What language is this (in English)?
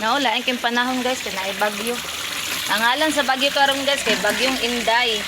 Cebuano